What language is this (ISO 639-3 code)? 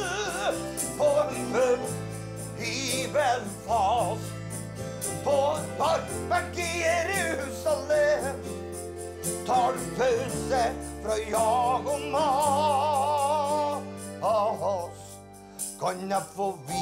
nor